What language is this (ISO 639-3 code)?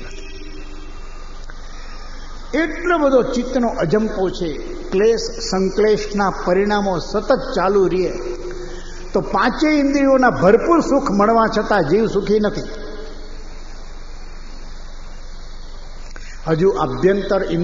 guj